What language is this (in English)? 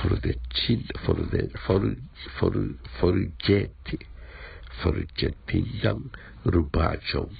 Esperanto